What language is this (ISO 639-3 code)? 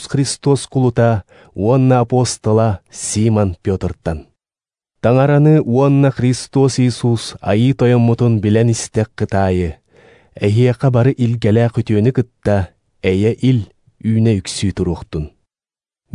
sah